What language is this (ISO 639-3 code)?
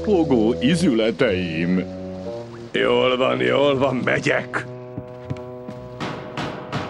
hun